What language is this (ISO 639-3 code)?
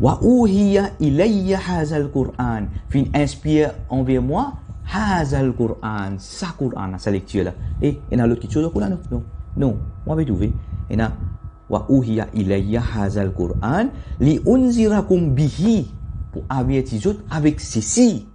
mfe